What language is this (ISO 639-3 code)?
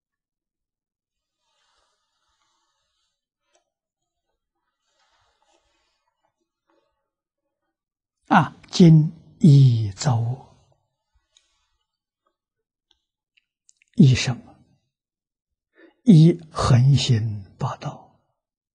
zho